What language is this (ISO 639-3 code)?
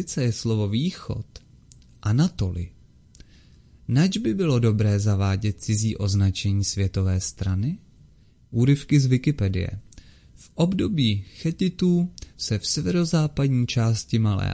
ces